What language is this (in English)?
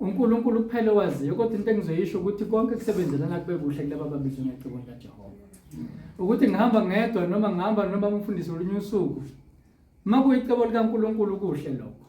Zulu